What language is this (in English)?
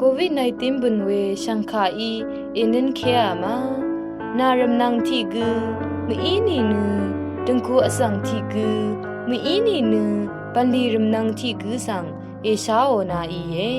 Rawang